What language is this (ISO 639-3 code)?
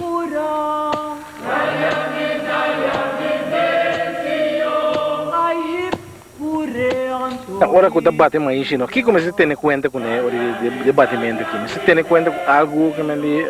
pap